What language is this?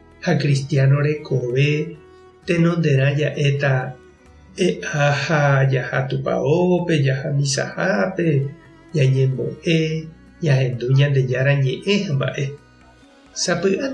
Guarani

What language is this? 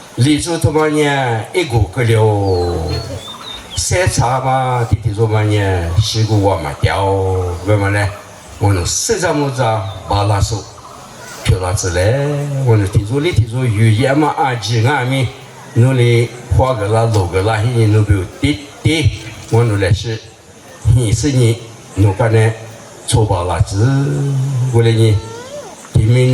Lisu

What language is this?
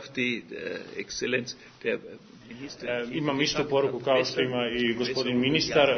Serbian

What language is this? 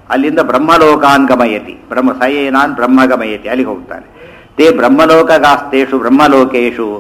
Kannada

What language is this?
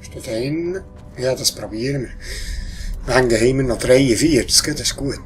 Swiss German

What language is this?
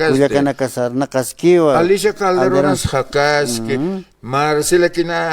Aymara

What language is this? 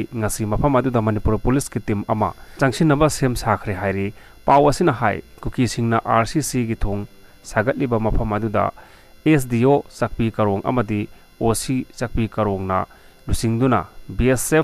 Manipuri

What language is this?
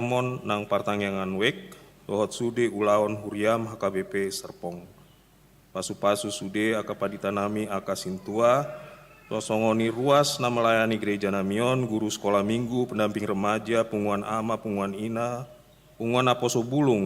Batak Toba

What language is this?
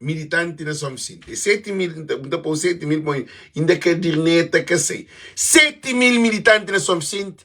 Kabuverdianu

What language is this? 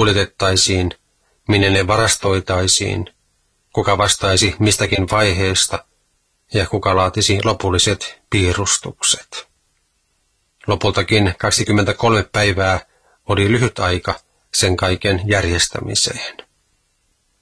Finnish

